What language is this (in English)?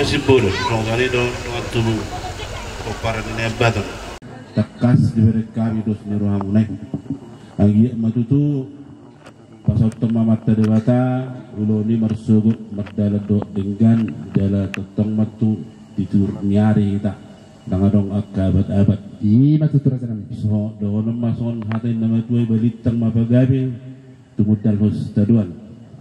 Batak Toba